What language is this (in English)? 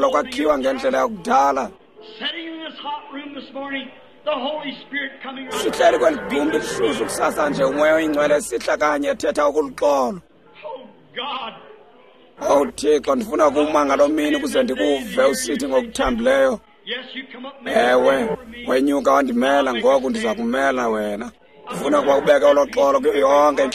Xhosa